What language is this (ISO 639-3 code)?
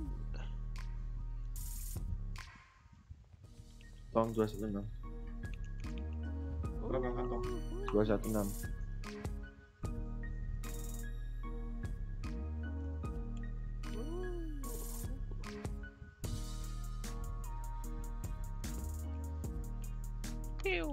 ind